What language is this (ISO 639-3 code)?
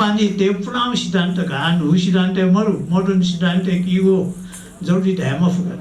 new